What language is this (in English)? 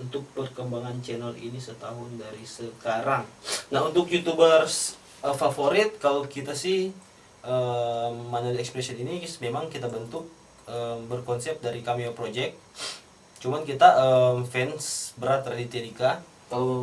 Manado Malay